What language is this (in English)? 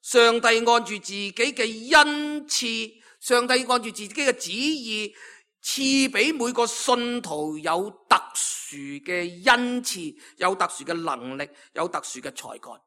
Cantonese